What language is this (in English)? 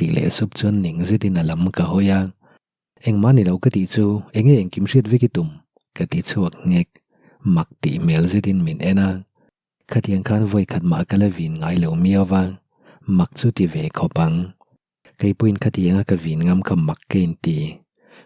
Mizo